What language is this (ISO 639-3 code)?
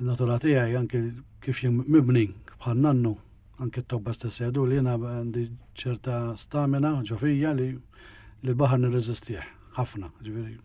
mlt